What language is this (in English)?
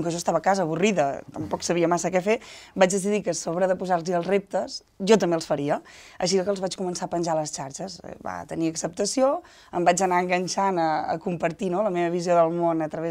Catalan